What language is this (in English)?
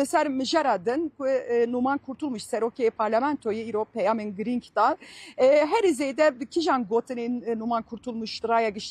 Kurdish